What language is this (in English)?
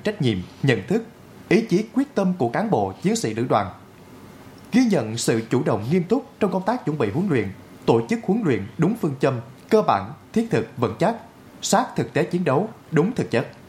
Vietnamese